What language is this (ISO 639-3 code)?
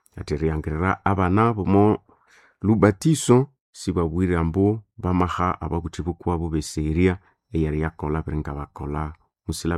nnb